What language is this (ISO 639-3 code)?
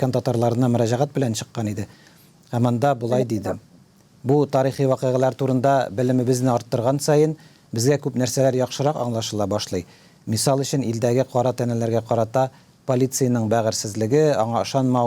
tat